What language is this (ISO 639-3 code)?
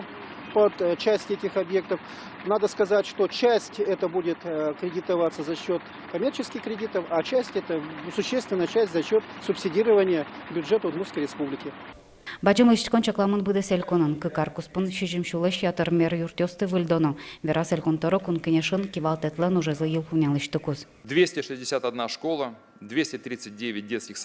udm